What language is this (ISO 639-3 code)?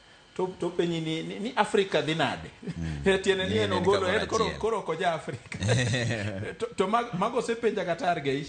luo